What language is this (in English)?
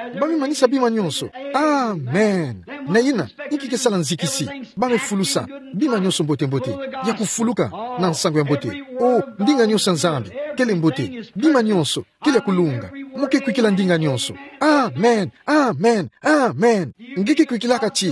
Kituba (Democratic Republic of Congo)